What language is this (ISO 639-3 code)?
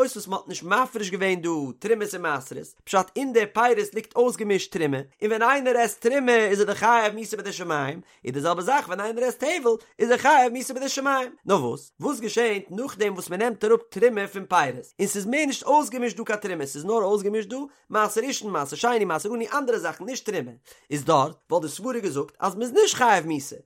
yid